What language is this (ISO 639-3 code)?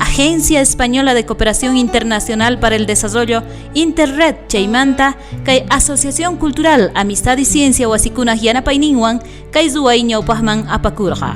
quh